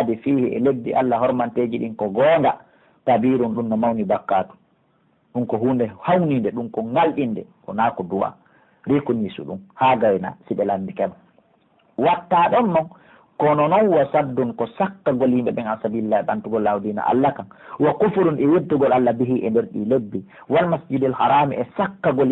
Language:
Pular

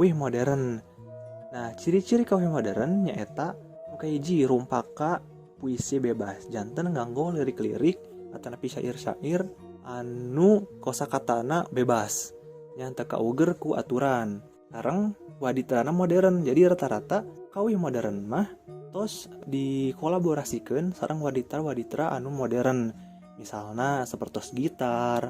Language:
Sundanese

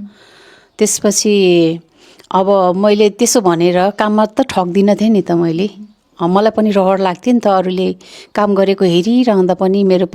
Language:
Nepali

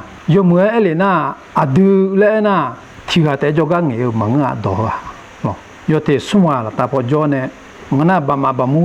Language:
Akha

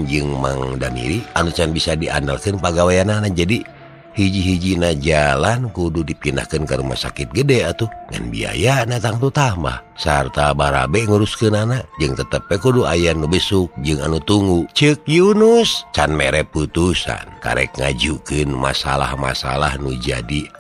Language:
Sundanese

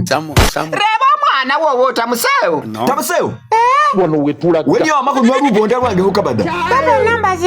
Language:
Masaaba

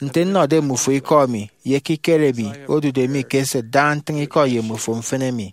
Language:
Efik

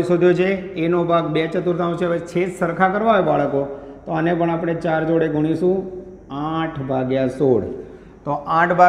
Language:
Gujarati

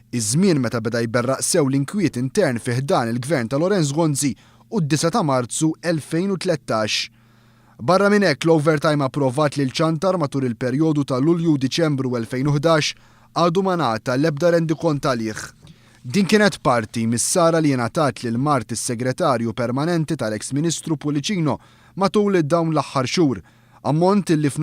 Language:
Maltese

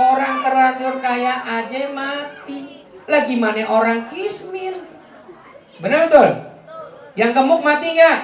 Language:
Betawi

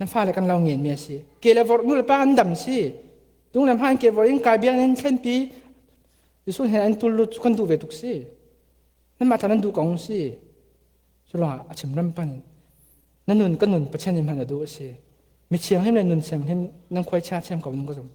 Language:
Falam Chin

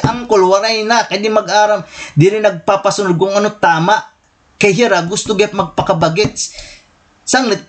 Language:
Waray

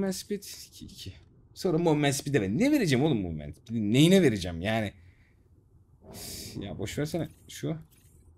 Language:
Turkish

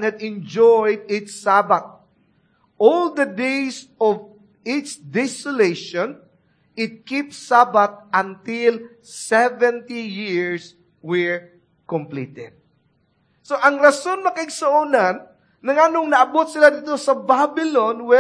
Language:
Cebuano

